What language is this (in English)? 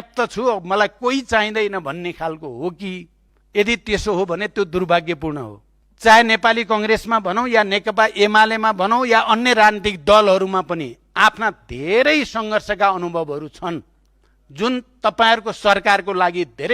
Nepali